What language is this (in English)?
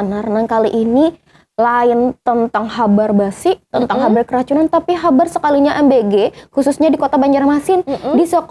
Banjar